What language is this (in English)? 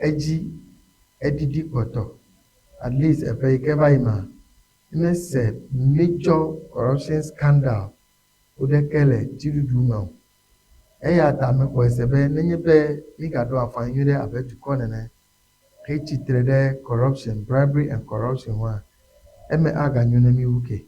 Ewe